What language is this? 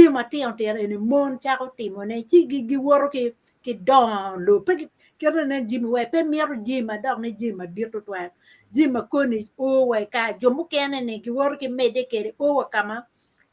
Acoli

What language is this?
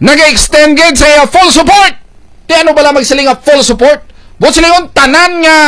Hiligaynon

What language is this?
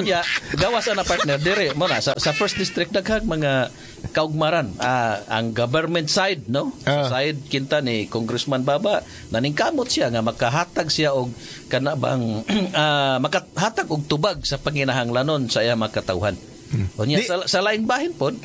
Cebuano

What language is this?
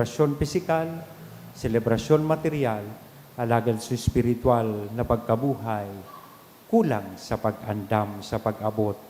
Bikol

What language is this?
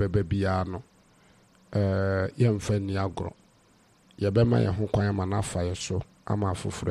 Akan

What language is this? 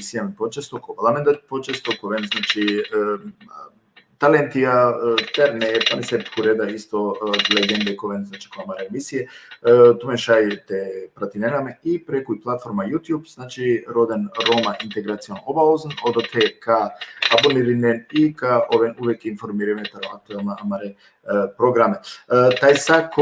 Balkan Romani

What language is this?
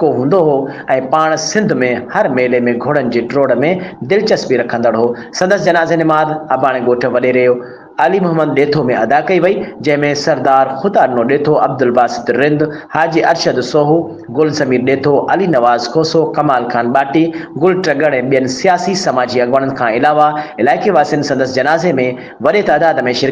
Sindhi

